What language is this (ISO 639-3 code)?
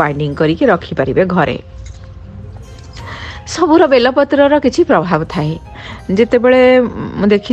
ori